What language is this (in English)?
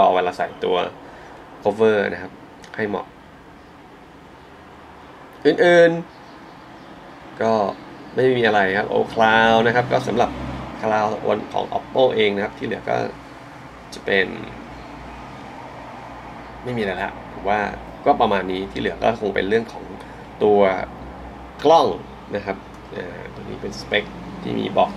Thai